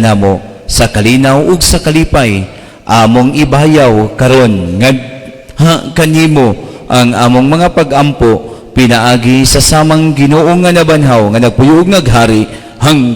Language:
Cebuano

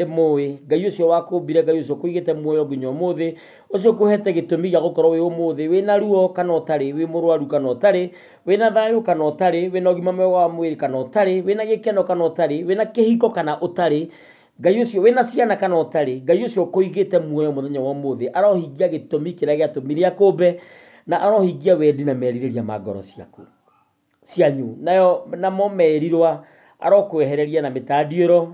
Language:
Kikuyu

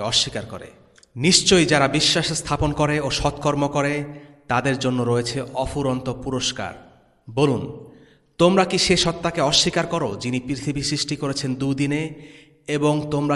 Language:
Bangla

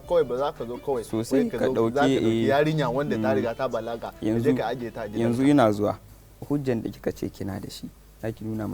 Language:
Hausa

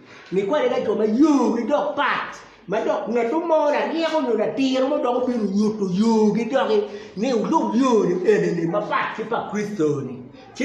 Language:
Acoli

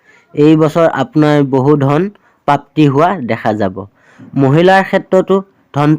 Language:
Assamese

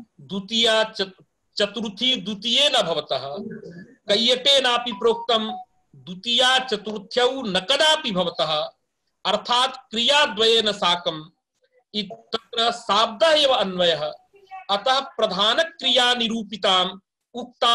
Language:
Sanskrit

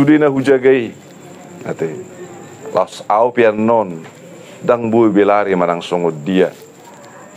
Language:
Batak Toba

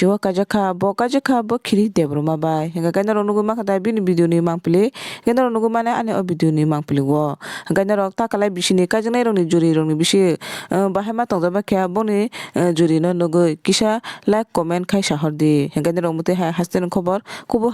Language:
Kok Borok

